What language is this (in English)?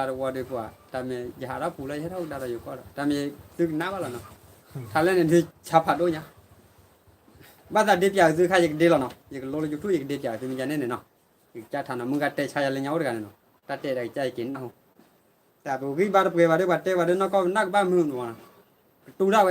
S'gaw Karen